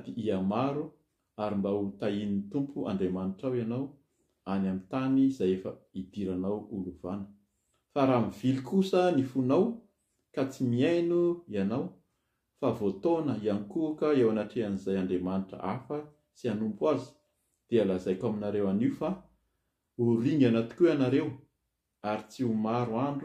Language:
Malagasy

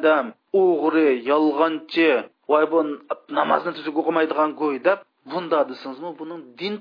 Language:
Uyghur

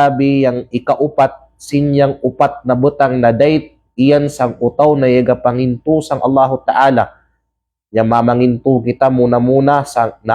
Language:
Kalagan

